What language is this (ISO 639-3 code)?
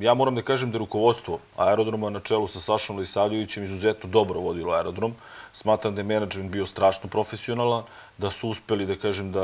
srp